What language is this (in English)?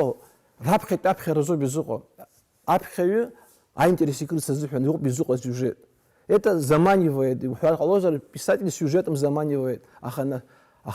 Abkhazian